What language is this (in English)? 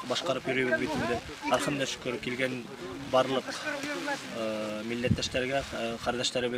Bashkir